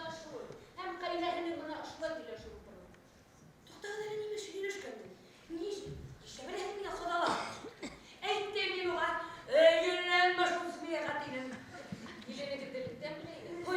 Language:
Bashkir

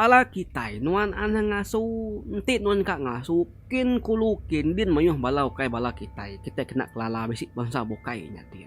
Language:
Iban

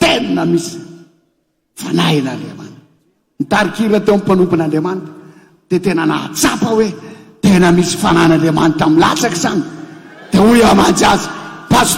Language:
Malagasy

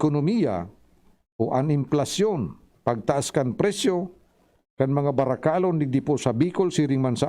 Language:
Bikol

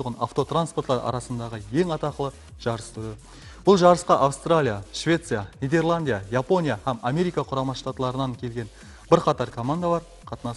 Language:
Kara-Kalpak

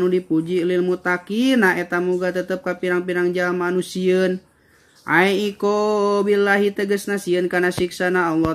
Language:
Sundanese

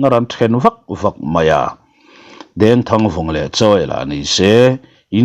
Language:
Mizo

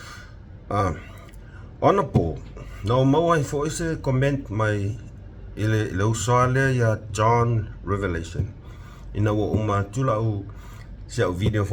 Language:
Samoan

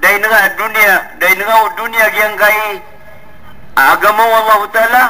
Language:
Maranao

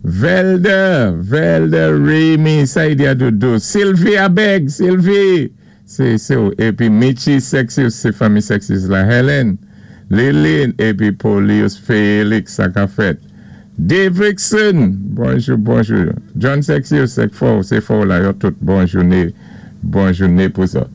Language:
Saint Lucian Creole French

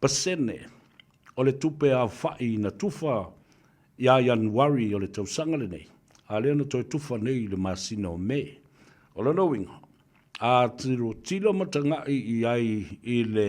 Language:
Samoan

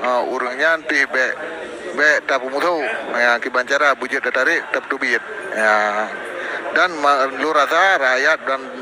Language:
Achinese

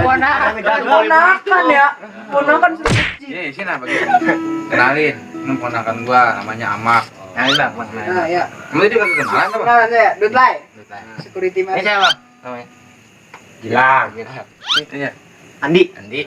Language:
Betawi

